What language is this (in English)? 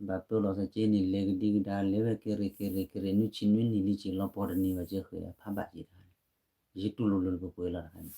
S'gaw Karen